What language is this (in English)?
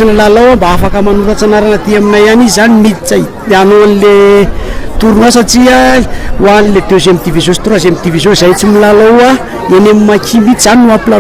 Malagasy